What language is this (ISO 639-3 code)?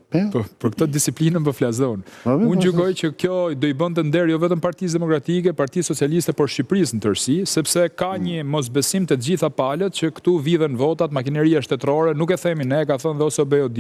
sqi